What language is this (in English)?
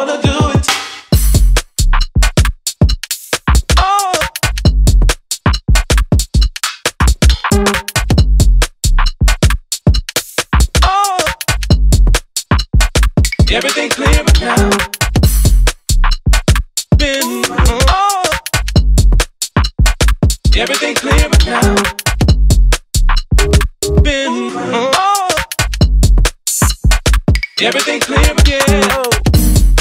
English